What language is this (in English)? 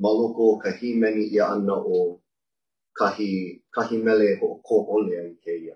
Hawaiian